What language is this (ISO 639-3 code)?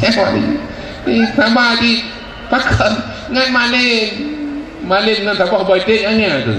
ace